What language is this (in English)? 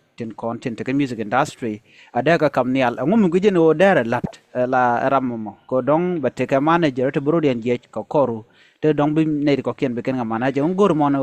Nuer